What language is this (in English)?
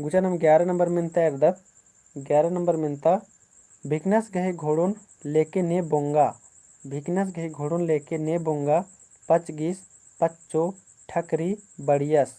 Kurukh